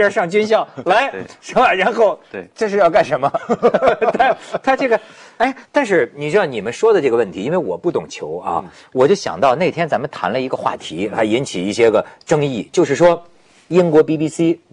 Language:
Chinese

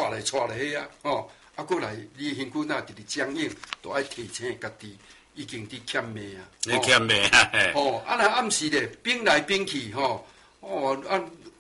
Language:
Min Nan Chinese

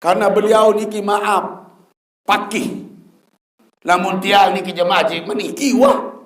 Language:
Sasak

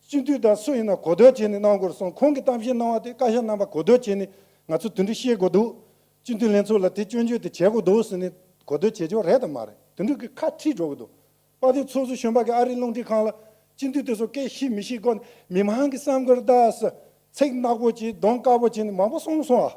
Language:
Tibetan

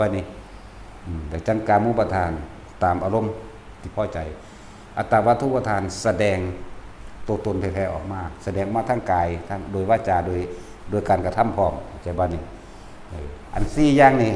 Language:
Northeastern Thai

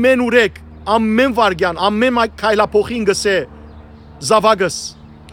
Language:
Western Armenian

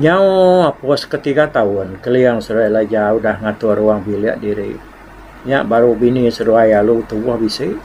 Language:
Iban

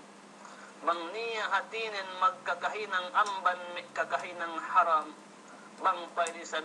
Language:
Yakan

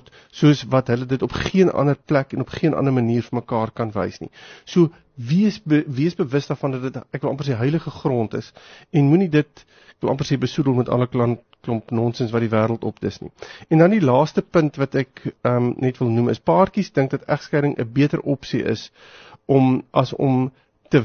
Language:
Afrikaans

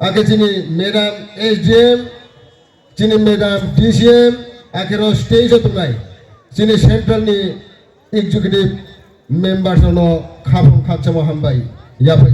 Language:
Riang (India)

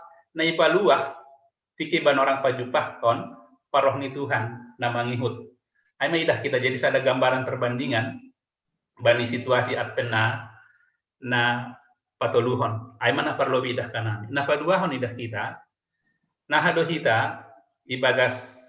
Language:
Batak Simalungun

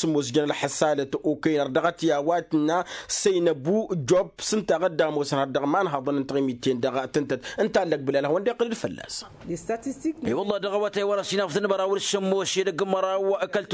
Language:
Tamasheq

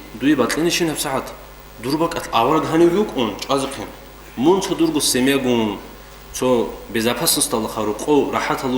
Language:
Avaric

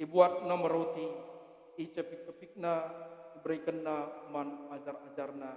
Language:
Batak Karo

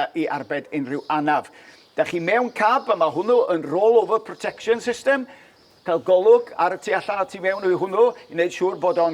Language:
Welsh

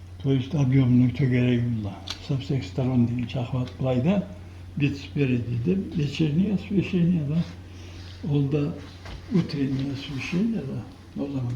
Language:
Karachay-Balkar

